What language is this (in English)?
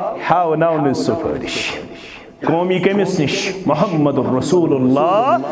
Kashmiri